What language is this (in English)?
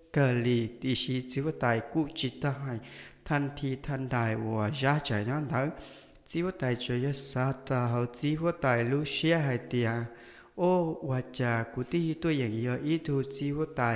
Hmong